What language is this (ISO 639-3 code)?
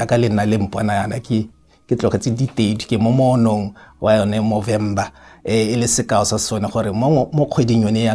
tsn